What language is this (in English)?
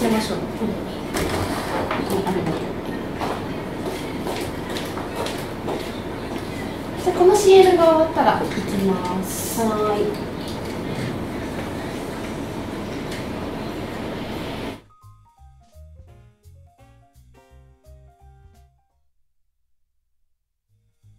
Japanese